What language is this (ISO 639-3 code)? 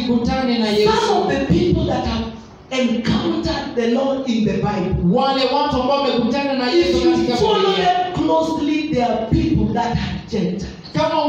swa